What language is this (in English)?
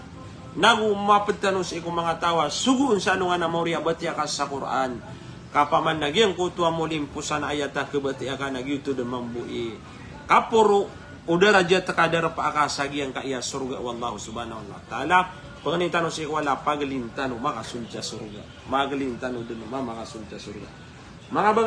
Maranao